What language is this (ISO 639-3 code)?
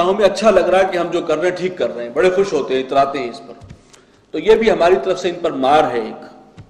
urd